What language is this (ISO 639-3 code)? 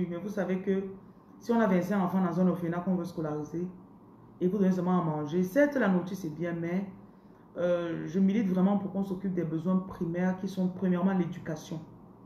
fra